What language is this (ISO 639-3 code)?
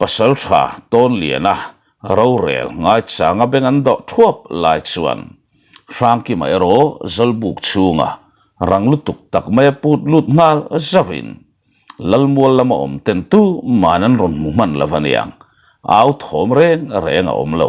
lus